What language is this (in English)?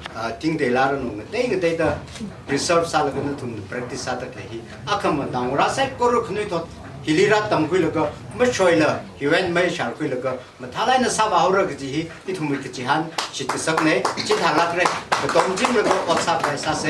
Tangkhul Naga (India)